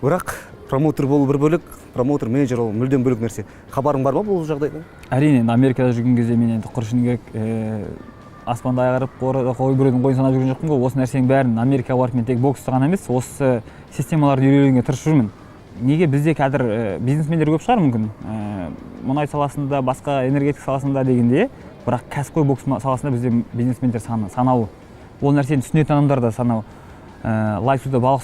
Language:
Kazakh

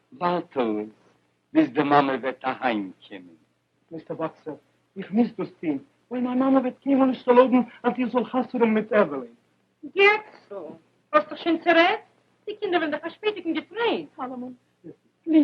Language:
Yiddish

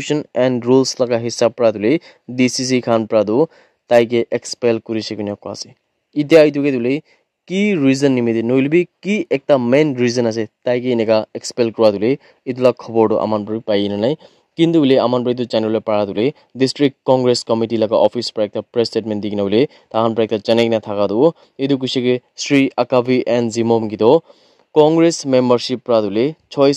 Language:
Naga Pidgin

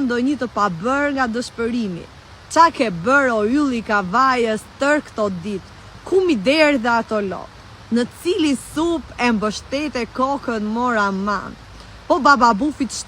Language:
Albanian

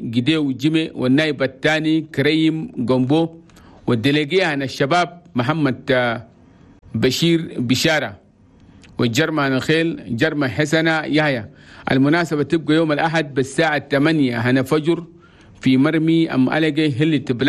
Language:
Chadian Arabic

